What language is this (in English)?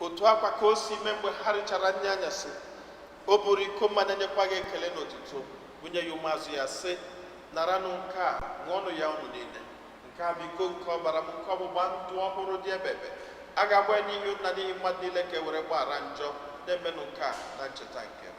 Igbo